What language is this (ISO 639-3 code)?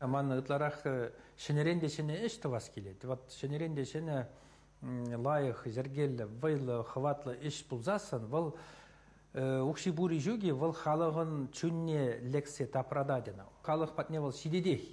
chv